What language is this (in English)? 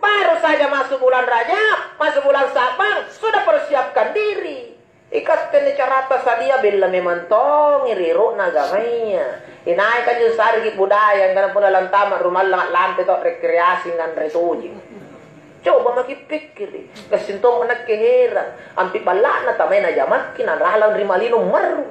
Makasar